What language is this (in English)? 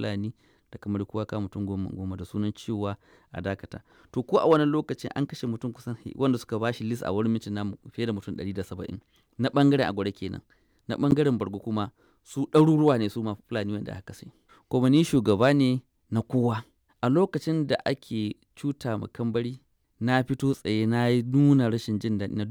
Hausa